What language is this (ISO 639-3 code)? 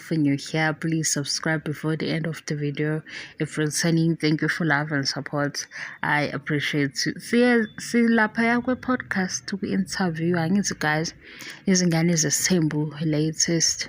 zul